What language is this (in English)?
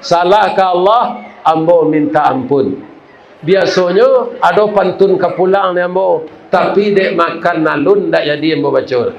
Minangkabau